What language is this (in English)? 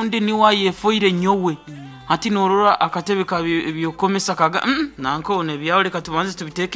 Nyankole